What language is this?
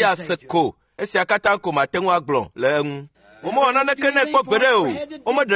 Ewe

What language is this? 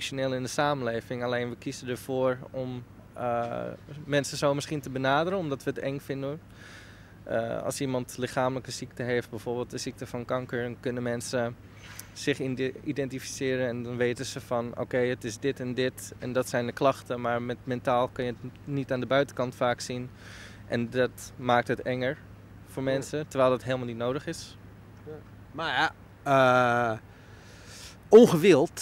Dutch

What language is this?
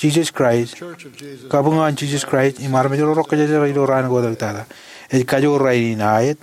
Marshallese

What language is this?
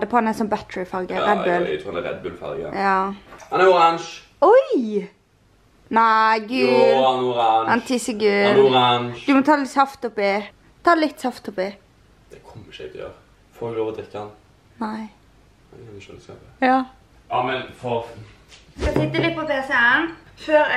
Norwegian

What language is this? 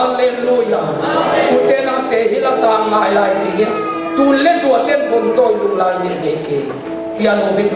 Tedim Chin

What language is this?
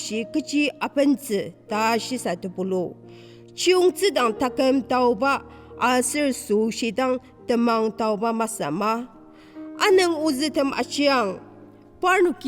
Ao Naga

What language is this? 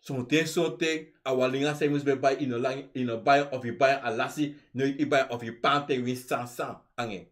Sranan Tongo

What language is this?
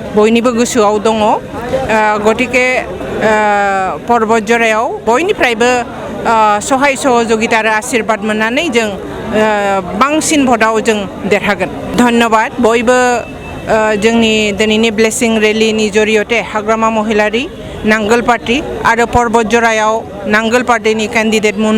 Bodo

